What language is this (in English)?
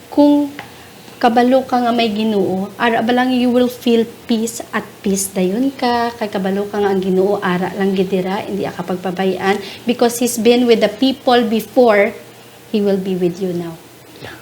Hiligaynon